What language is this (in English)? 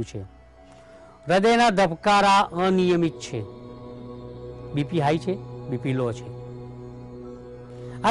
Gujarati